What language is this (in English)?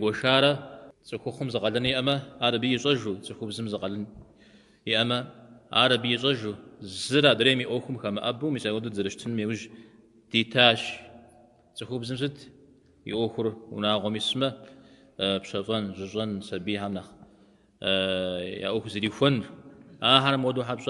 Kabardian